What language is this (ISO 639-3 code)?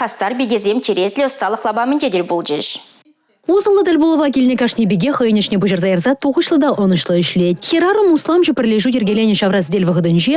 chv